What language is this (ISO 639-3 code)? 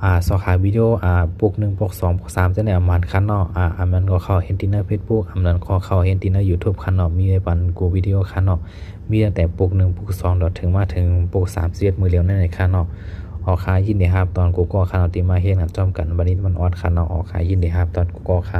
shn